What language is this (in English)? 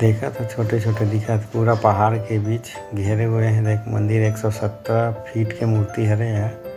Chhattisgarhi